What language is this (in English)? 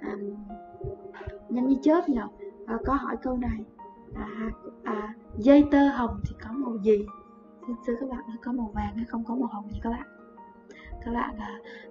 Vietnamese